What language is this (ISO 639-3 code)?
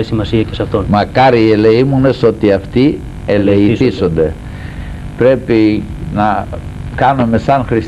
ell